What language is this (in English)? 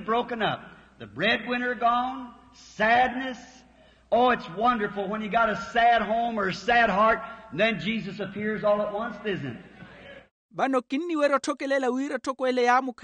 Makhuwa